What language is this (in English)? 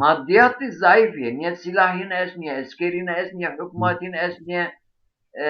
Zaza